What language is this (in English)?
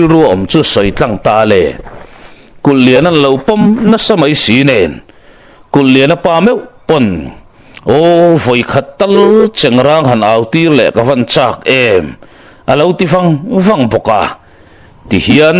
Mizo